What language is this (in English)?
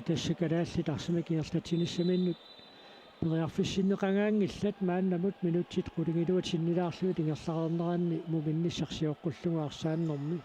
Kalaallisut